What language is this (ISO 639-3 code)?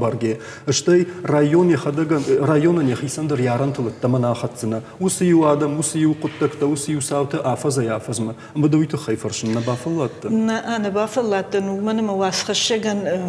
oss